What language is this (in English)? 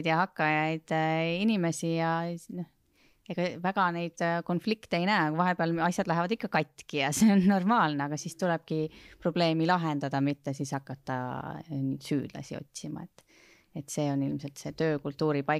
Estonian